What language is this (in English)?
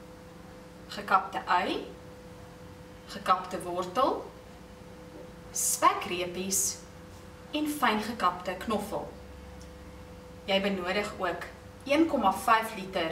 Afrikaans